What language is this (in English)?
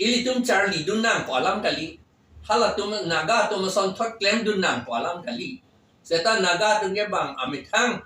Karbi